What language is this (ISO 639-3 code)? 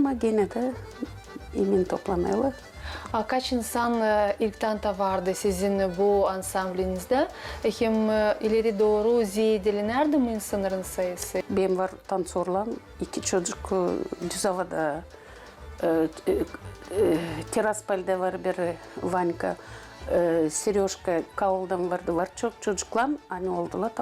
gag